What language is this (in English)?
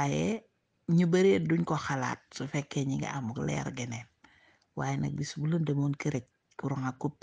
Wolof